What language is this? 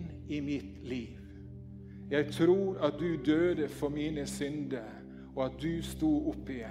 Norwegian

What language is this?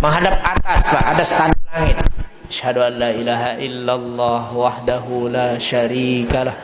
Sasak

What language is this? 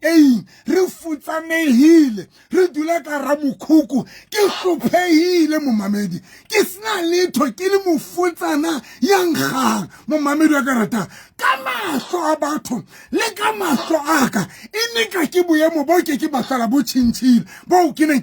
Southern Sotho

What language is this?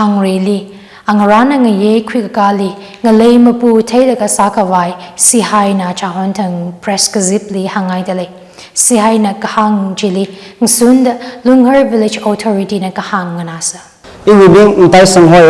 Tangkhul Naga (India)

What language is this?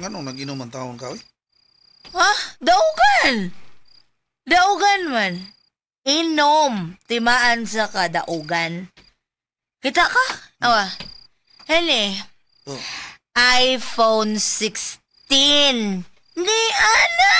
Cebuano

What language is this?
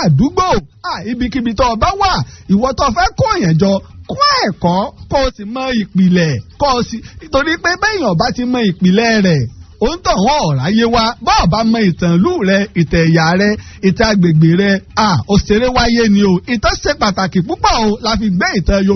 Yoruba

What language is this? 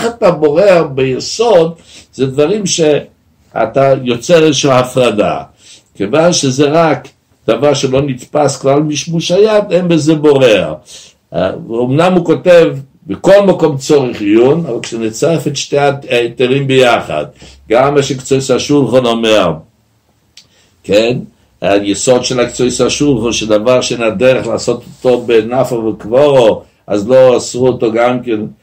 Hebrew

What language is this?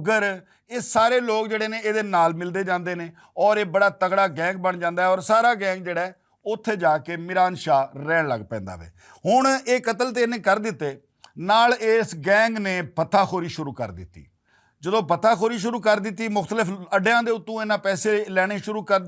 Western Panjabi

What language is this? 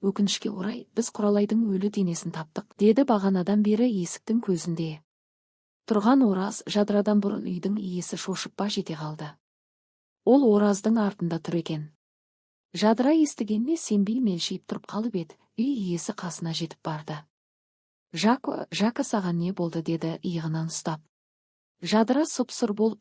Kazakh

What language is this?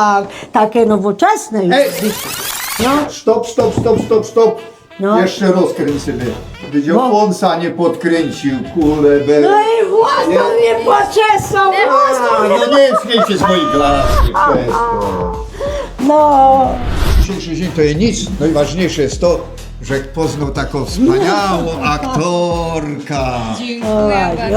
Silesian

